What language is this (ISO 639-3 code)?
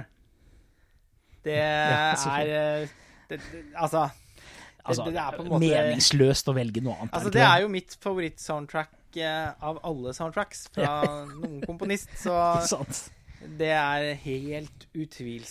nor